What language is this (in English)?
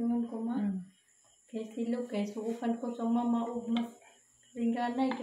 Cebuano